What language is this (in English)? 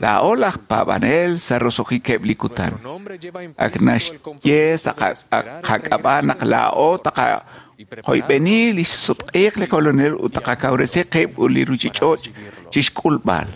Kekchí